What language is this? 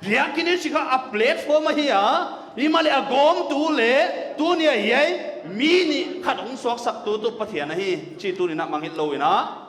Paite Chin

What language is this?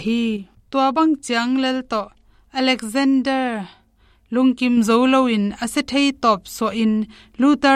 Tedim Chin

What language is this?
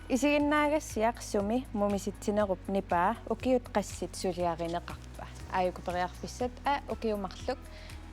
Kalaallisut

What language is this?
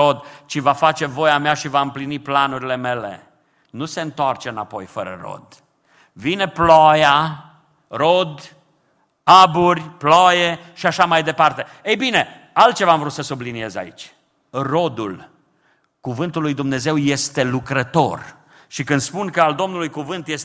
Romanian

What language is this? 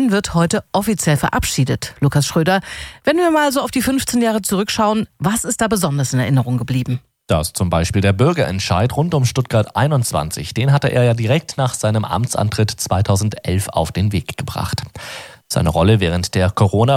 German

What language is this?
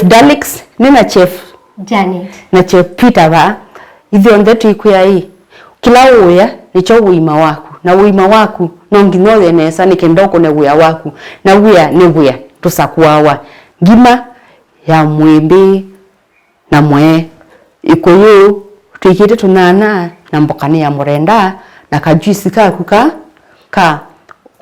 Kamba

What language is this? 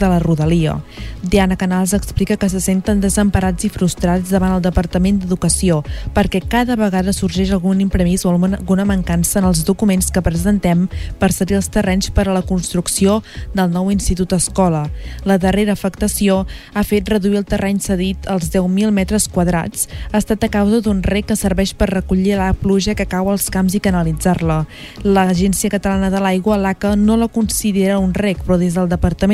Catalan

